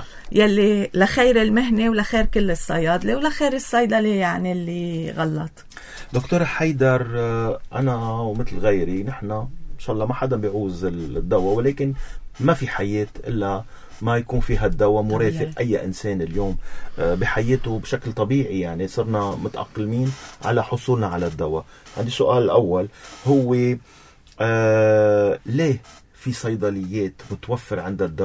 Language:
North Levantine Arabic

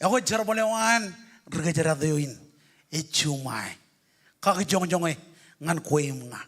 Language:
Marshallese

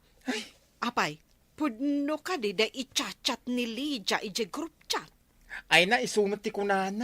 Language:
Iloko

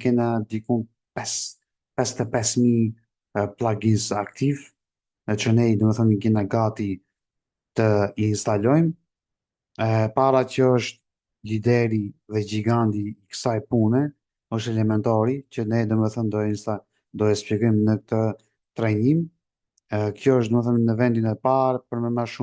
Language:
Albanian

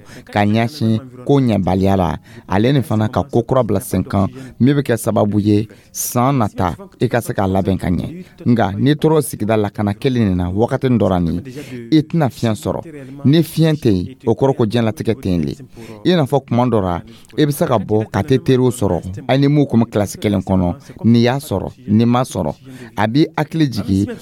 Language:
Dyula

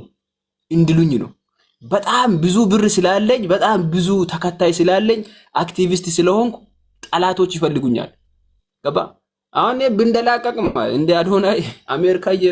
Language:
Amharic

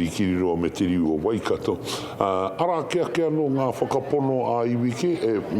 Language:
Māori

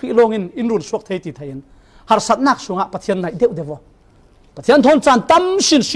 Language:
Falam Chin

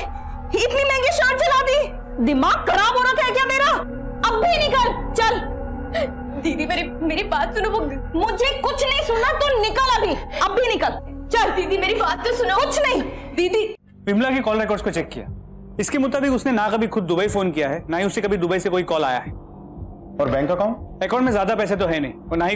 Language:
Hindi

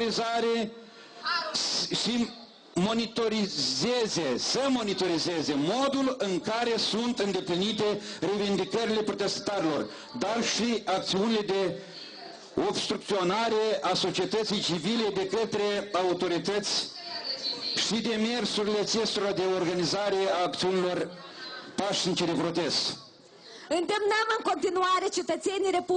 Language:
Romanian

